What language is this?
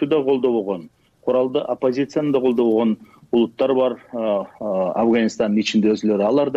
Kyrgyz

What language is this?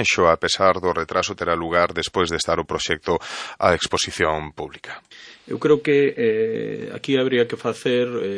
Galician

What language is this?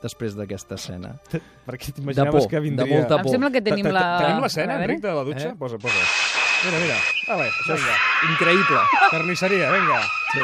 Catalan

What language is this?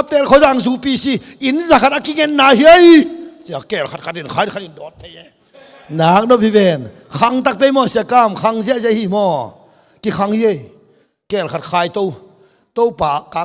Tedim Chin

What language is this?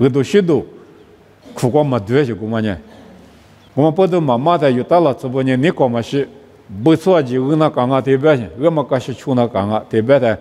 Lisu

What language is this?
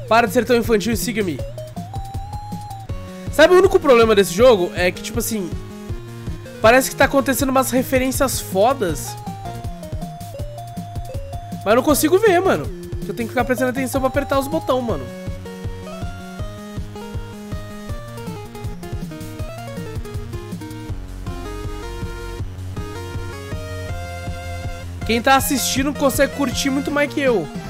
Portuguese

